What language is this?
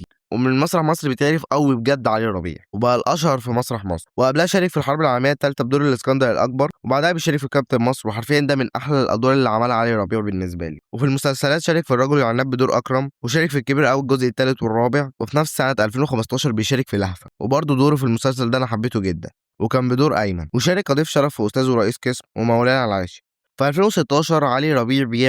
Egyptian Arabic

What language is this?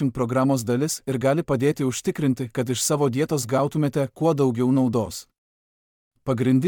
Lithuanian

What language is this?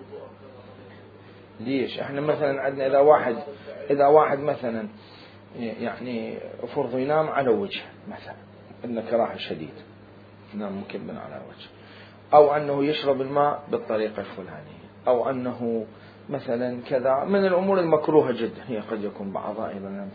Mesopotamian Arabic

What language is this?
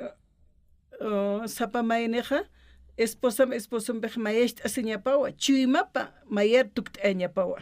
Aymara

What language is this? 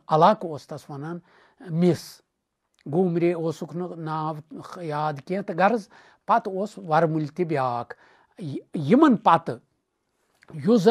Kashmiri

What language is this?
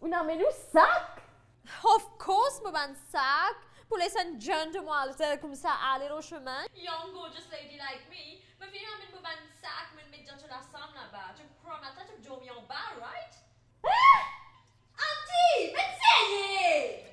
Morisyen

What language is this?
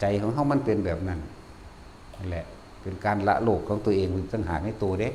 Northeastern Thai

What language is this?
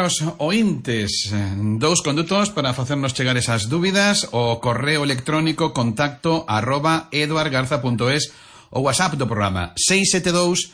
Galician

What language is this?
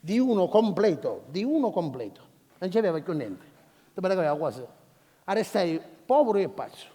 Sicilian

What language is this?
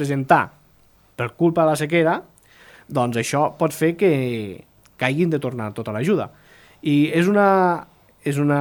Catalan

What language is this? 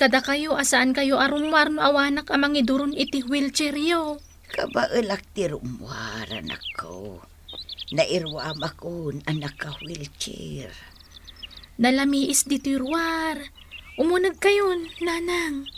Iloko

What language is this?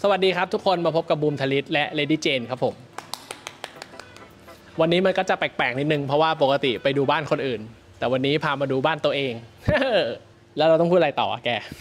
Thai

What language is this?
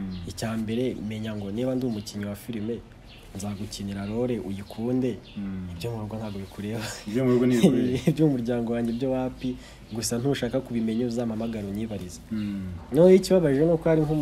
Kinyarwanda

